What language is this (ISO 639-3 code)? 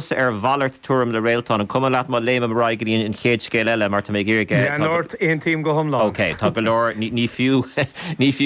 gle